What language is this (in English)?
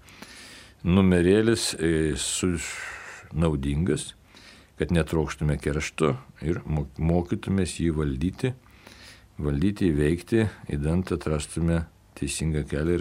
Lithuanian